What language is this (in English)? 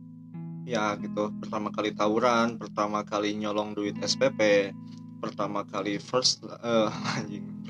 Indonesian